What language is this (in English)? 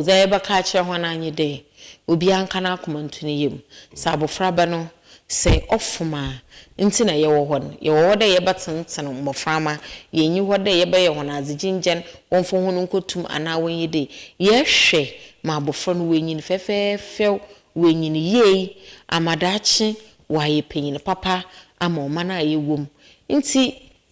Akan